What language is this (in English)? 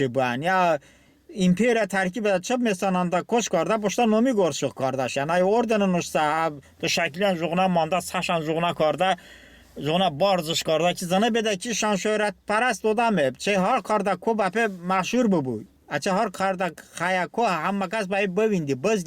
Talysh